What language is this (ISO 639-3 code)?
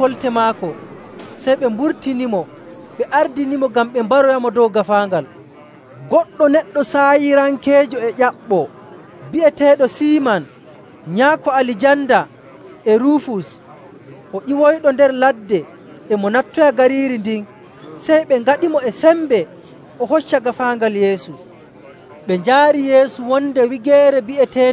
fuv